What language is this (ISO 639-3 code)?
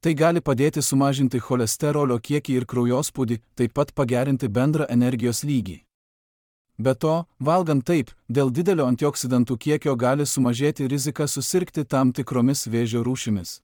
lit